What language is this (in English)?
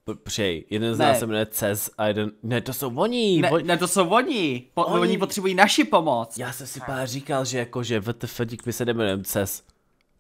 Czech